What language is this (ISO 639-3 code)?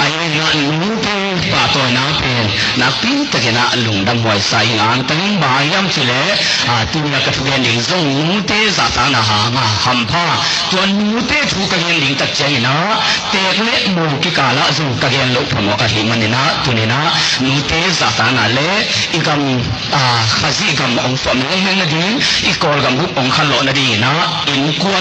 ctd